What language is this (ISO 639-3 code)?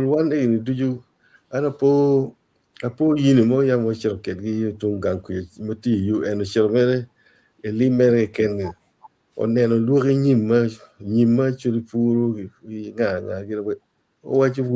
ach